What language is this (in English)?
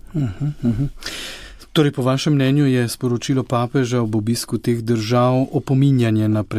Slovenian